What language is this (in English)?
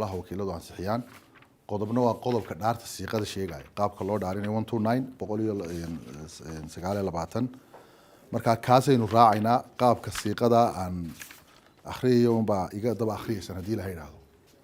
Somali